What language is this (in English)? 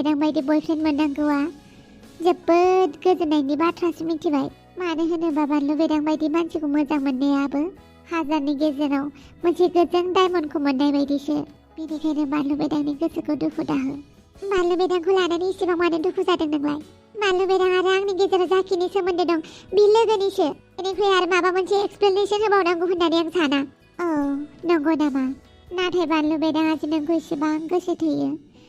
Bodo